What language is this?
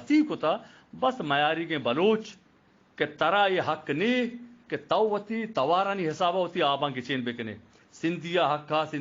Eastern Balochi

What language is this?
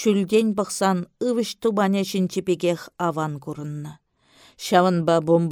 Chuvash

